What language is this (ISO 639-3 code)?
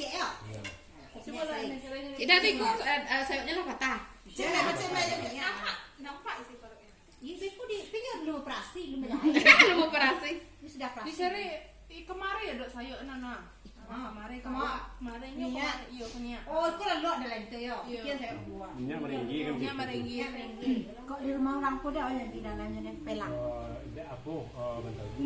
min